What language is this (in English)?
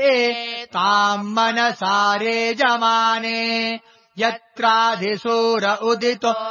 Sanskrit